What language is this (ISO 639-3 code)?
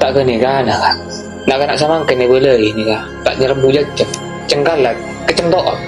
mad